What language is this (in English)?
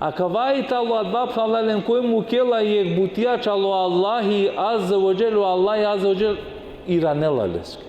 Balkan Romani